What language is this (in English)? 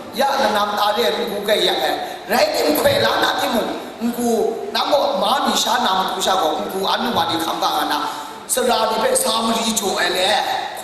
Kachin